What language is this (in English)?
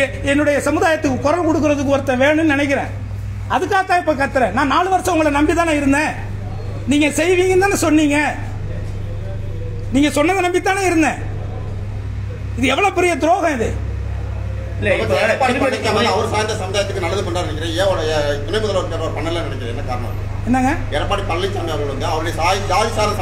Tamil